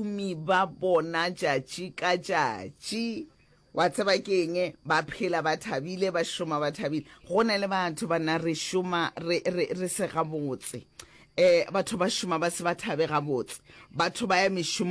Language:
Northern Sotho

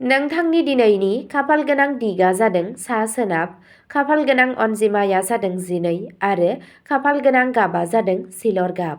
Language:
Bodo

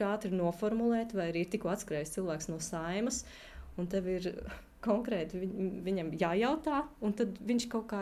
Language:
Latvian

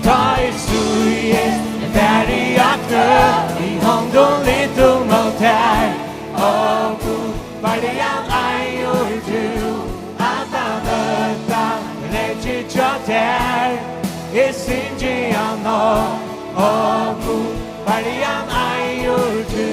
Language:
Faroese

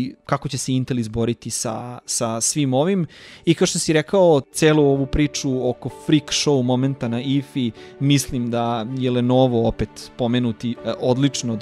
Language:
Serbian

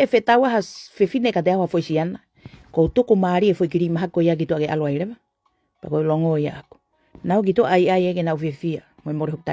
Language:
Tongan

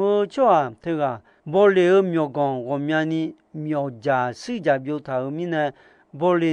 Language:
Akha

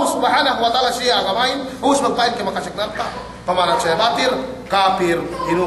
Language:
Yakan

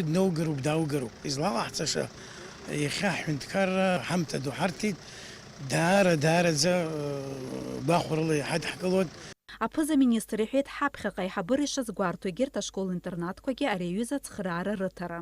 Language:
Abkhazian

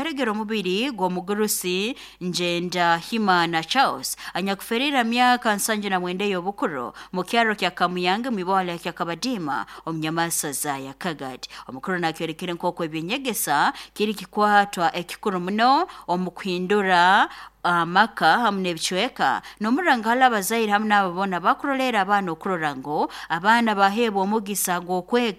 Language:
Nyoro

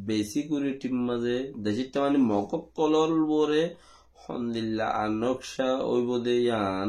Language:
Rohingya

